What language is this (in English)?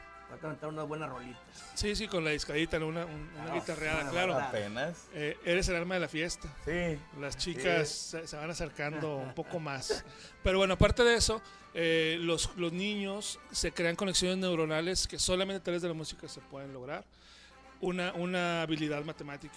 Spanish